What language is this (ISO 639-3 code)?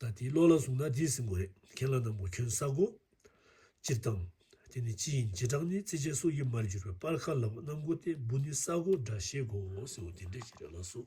bod